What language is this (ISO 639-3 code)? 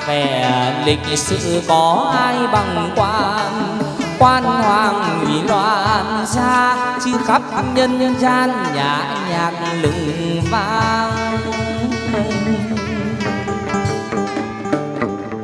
vie